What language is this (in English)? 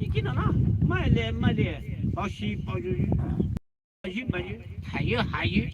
Poumei Naga